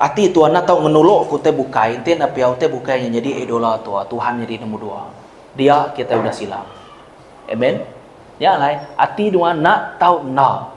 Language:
Iban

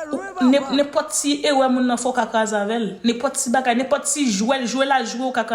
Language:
Haitian Creole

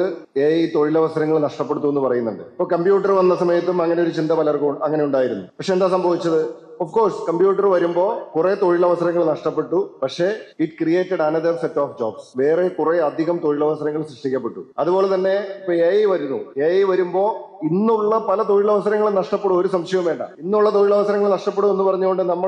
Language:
Malayalam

